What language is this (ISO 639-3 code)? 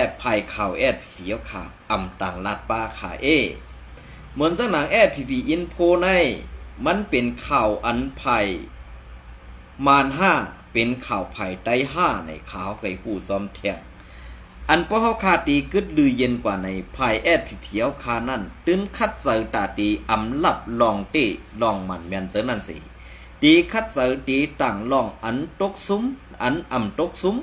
shn